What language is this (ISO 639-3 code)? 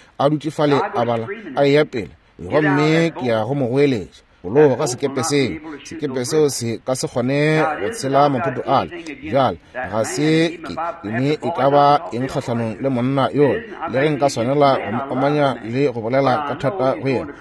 nso